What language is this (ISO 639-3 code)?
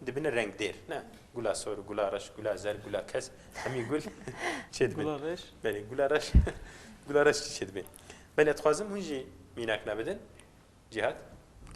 kur